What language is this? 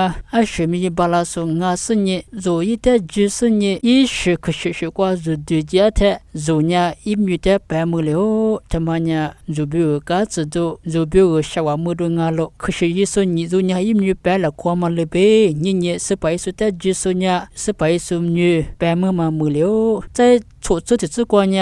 Lisu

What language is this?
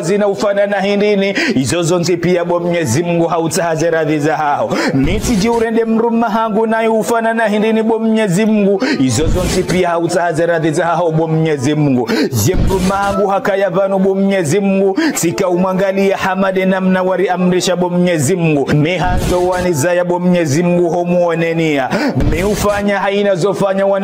Ngazidja Comorian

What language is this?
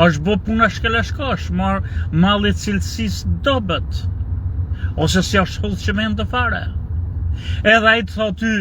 Albanian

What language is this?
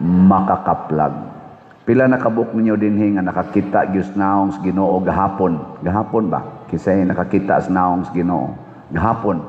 Cebuano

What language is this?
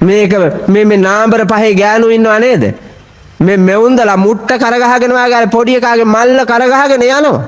Sinhala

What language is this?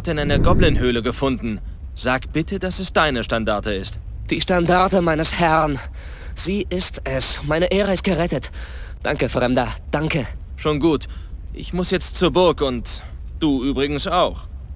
Bavarian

